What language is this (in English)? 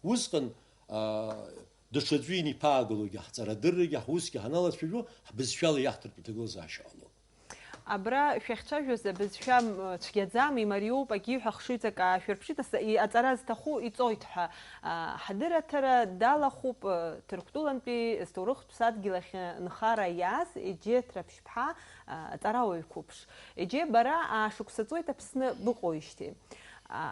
Abkhazian